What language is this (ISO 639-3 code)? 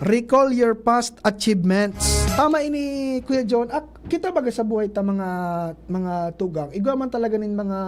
bik